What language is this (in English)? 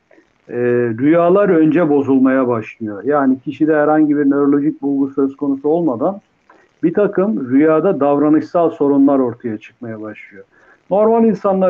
Turkish